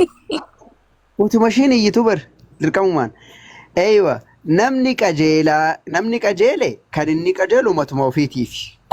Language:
Oromo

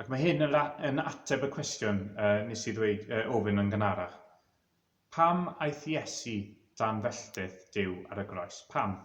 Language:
Welsh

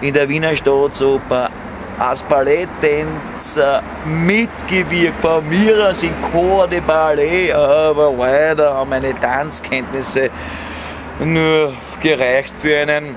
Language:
Bavarian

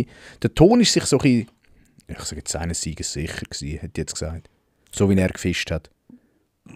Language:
Swiss German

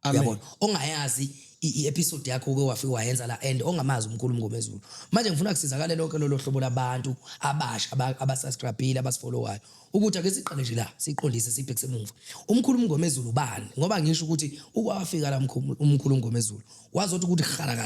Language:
Zulu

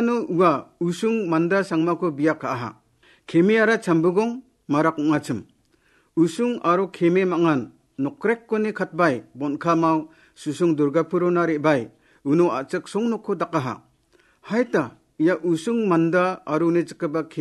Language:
Garo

